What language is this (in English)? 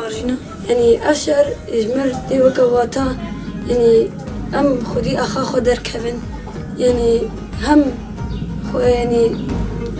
Kurdish